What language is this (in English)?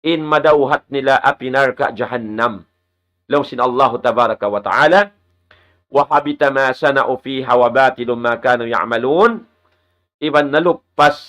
Tausug